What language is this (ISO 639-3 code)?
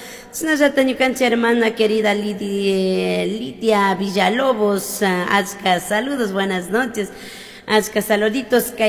qug